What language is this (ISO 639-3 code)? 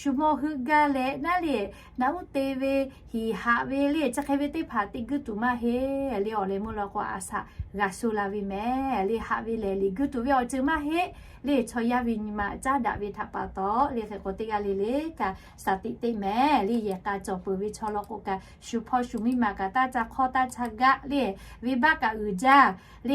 lhu